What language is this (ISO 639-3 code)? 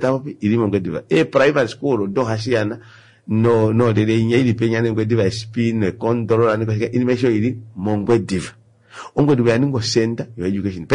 kua